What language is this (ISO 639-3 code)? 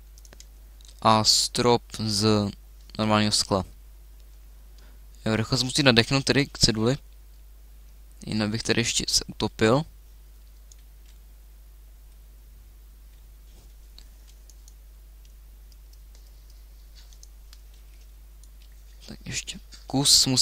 ces